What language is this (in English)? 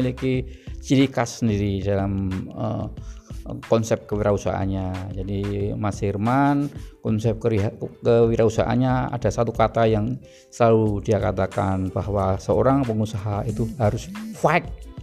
Indonesian